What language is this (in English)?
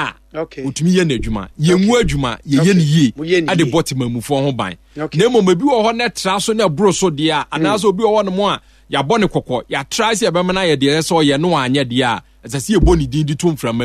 Akan